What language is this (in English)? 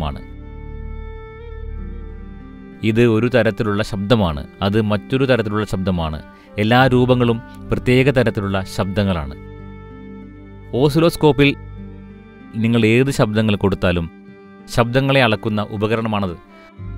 Malayalam